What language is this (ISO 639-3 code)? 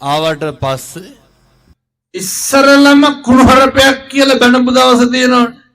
sin